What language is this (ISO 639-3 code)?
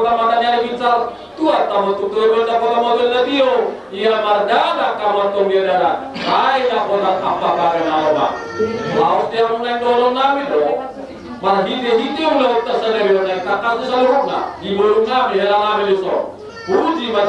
bbc